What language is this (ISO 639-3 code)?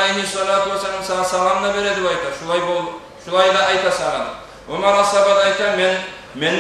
kum